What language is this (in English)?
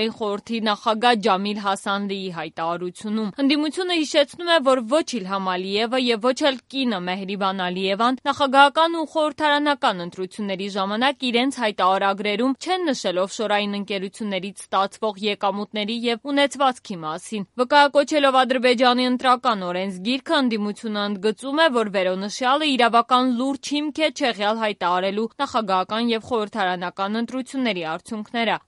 Armenian